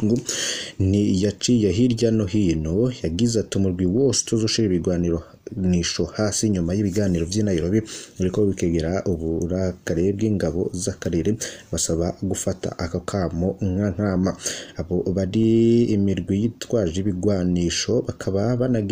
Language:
Rundi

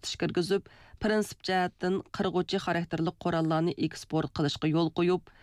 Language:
Uyghur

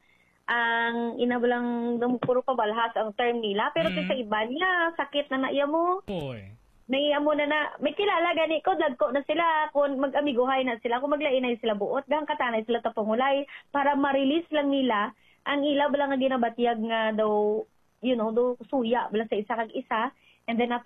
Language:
Hiligaynon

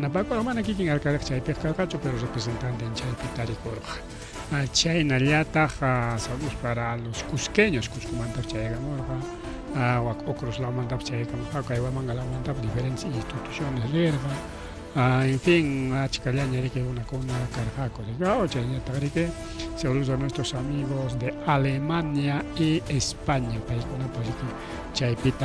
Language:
Ayacucho Quechua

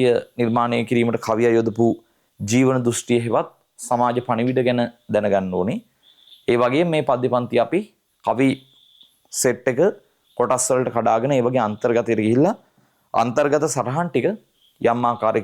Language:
Sinhala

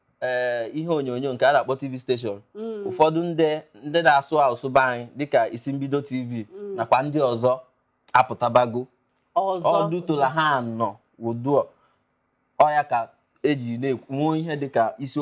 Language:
Igbo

